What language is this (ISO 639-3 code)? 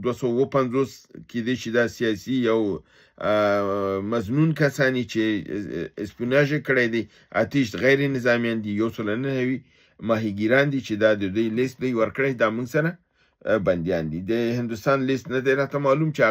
pus